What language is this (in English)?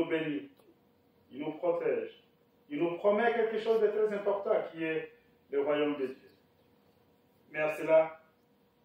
French